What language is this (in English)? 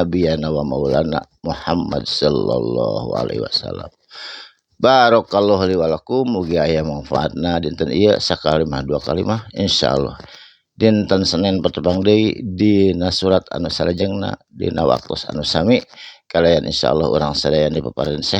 Sundanese